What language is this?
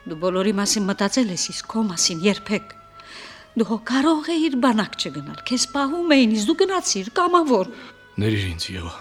Armenian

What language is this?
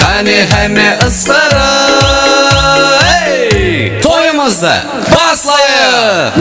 Kara-Kalpak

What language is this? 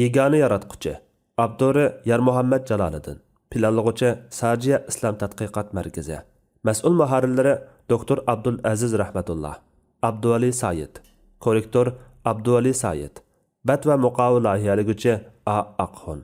Uyghur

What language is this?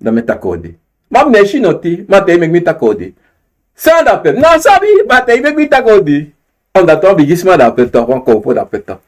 Sranan Tongo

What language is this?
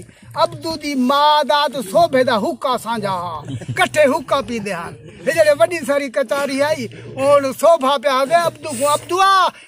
Saraiki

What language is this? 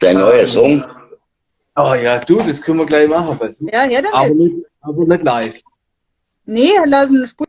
Bavarian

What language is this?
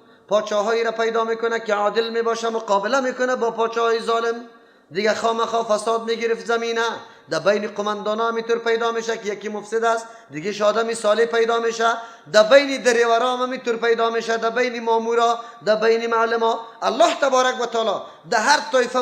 Persian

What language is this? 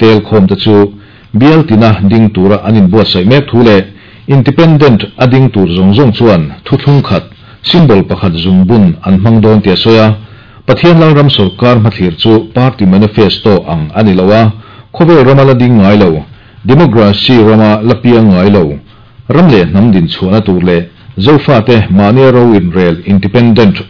Mizo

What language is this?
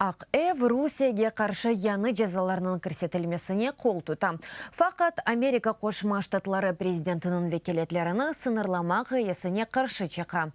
Crimean Tatar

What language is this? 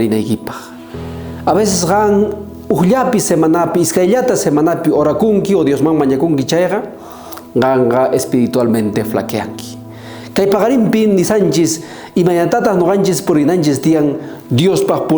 South Bolivian Quechua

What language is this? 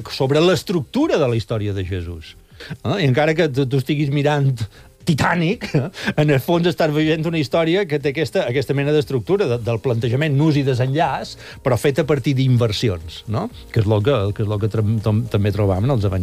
Catalan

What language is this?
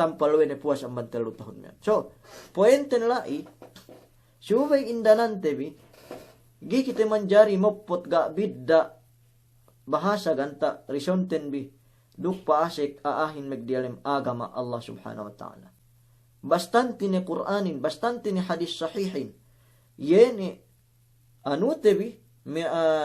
Yakan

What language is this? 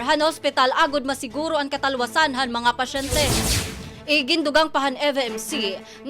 Waray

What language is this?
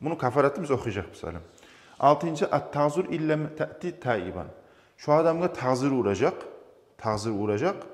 Kumyk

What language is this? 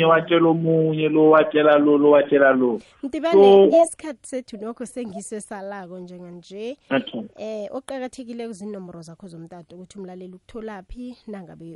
South Ndebele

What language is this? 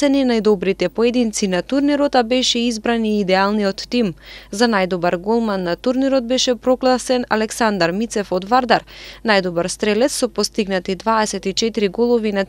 Macedonian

